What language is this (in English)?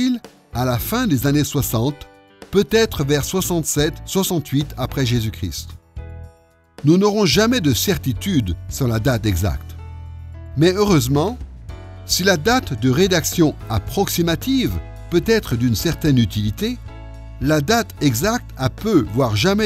French